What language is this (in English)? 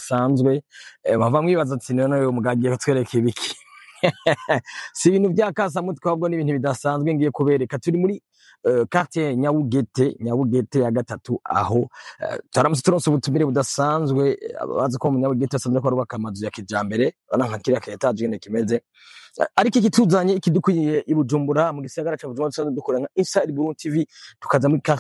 Rundi